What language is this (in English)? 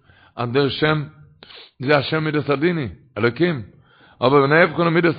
Yiddish